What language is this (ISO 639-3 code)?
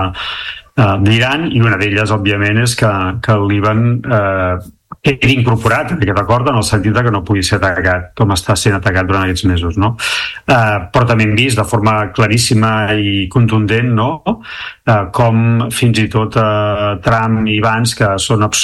cat